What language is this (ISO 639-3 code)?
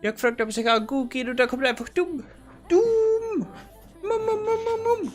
bar